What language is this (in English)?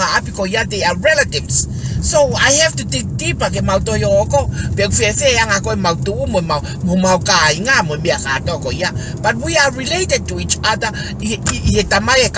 Tongan